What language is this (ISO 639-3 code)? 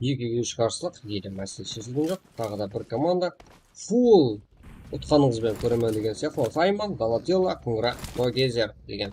kaa